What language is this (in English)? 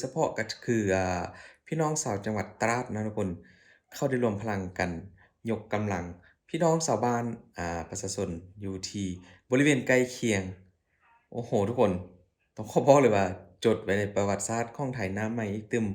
Lao